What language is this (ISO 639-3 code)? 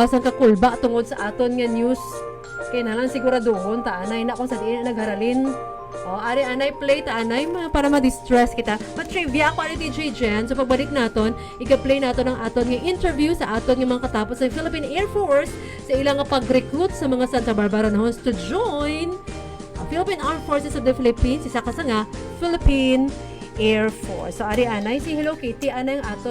hil